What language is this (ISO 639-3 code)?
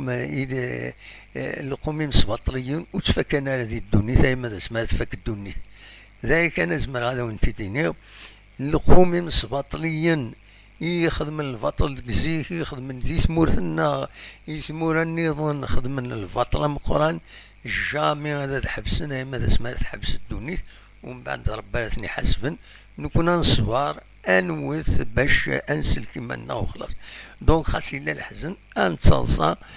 kab